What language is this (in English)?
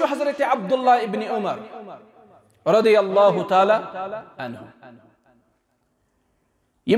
Kashmiri